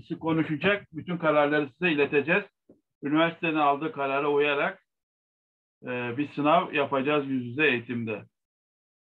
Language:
Turkish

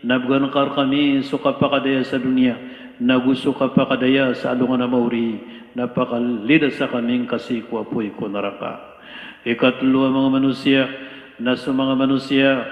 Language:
Maranao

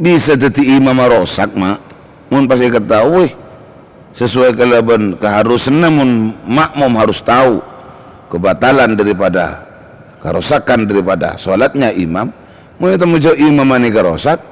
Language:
Madurese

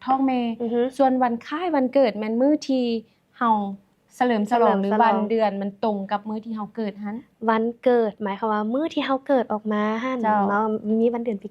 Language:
Lao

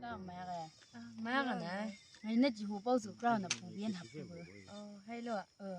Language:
Chang Naga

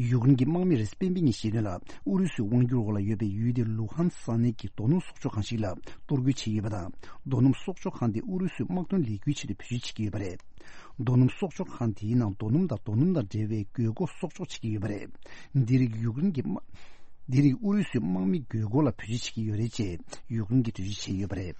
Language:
Tibetan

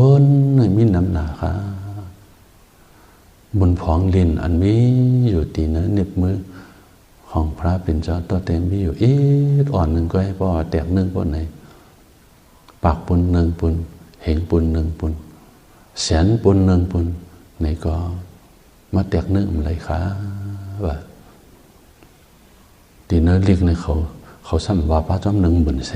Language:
Shan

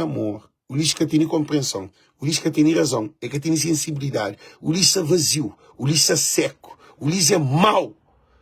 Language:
Kabuverdianu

